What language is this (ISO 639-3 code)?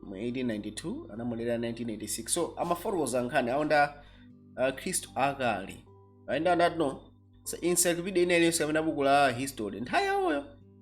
nya